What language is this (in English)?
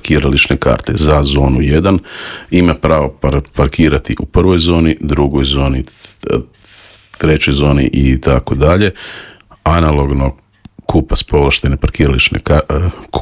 Croatian